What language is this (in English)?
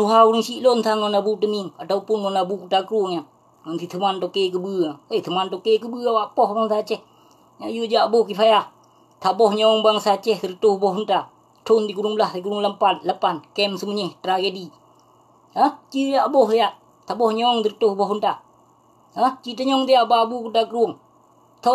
Achinese